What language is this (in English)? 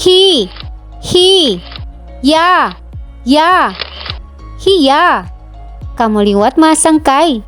Waray